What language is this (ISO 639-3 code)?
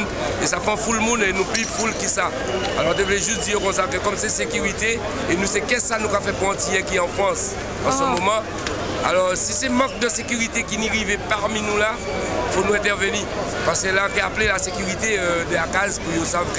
hat